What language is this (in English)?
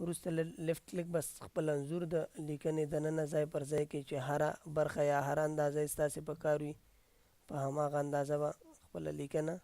Pashto